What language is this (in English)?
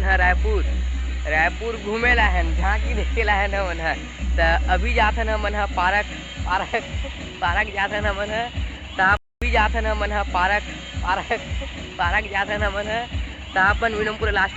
Chhattisgarhi